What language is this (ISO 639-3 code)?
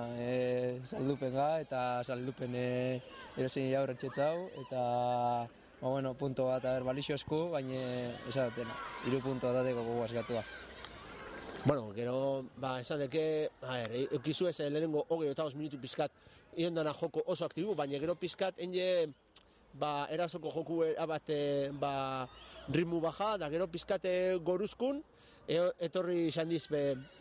eus